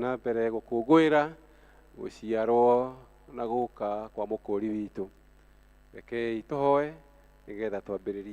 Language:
Kikuyu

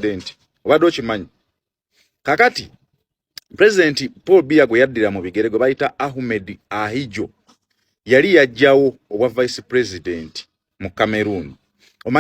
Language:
Ganda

